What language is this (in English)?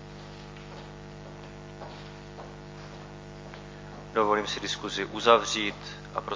Czech